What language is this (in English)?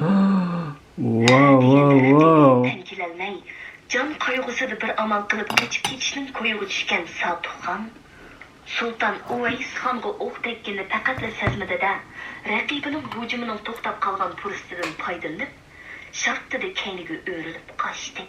Uyghur